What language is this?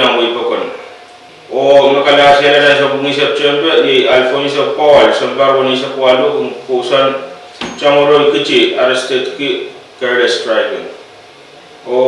Pohnpeian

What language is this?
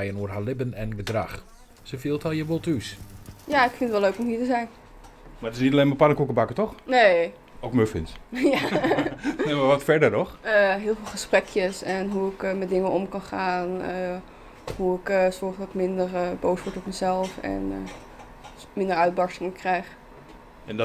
Western Frisian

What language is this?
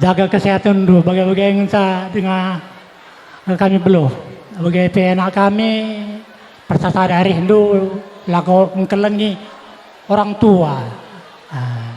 Batak Karo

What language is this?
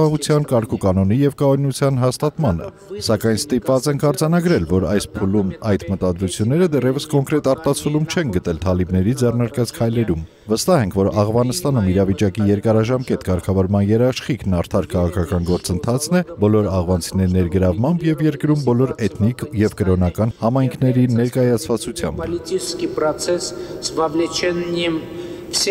Armenian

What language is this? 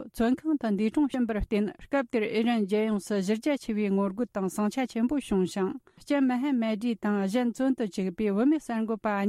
Tibetan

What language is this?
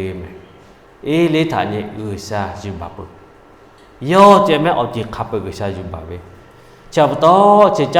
Lahu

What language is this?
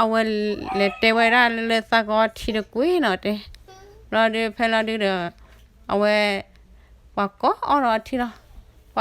S'gaw Karen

